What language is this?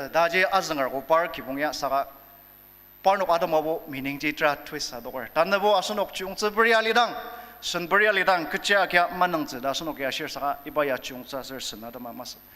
Ao Naga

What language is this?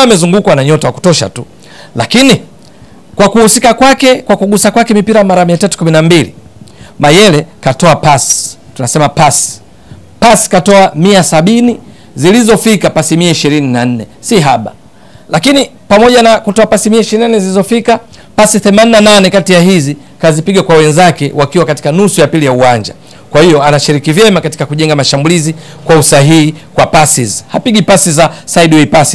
Swahili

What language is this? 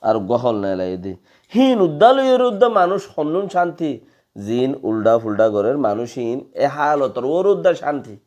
Rohingya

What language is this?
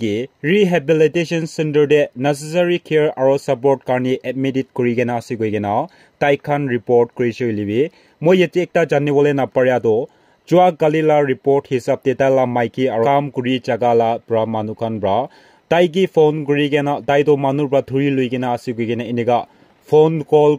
Naga Pidgin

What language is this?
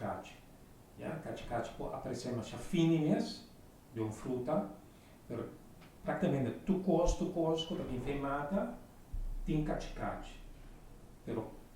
Papiamento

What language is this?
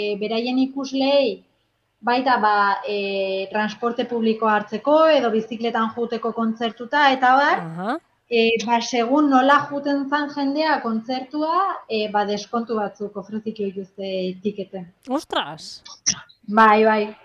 Basque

